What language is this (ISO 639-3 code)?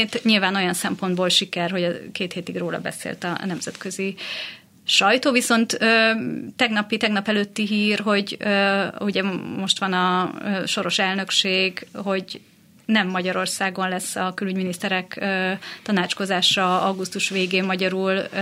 hun